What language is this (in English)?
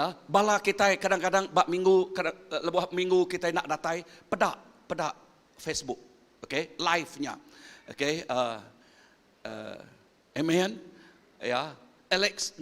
Iban